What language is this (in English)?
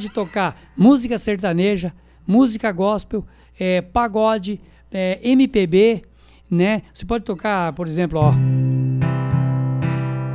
Portuguese